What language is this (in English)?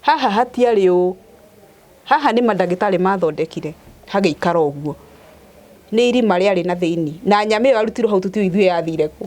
Kikuyu